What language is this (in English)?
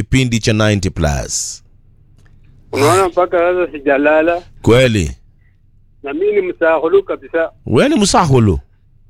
Swahili